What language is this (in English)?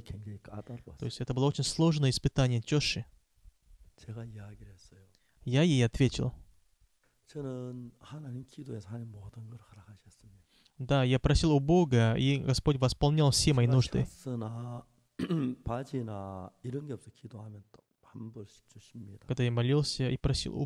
Russian